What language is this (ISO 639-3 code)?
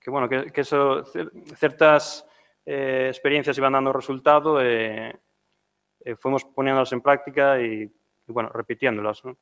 glg